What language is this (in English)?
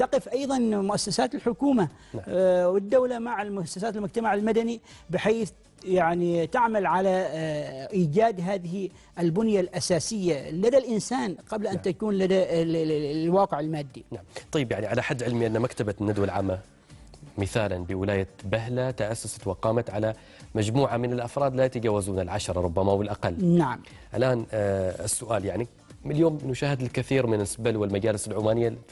Arabic